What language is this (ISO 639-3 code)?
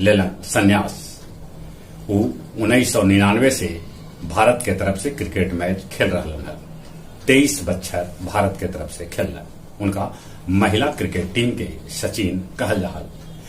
mag